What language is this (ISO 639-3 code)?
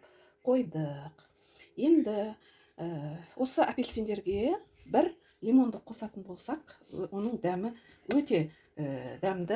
kaz